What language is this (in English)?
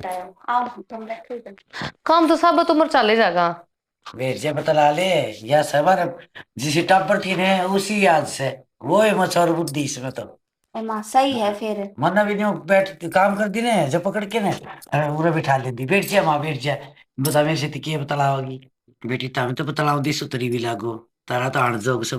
Haryanvi